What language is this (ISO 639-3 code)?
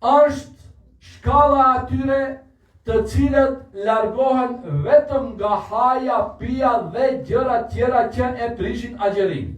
sqi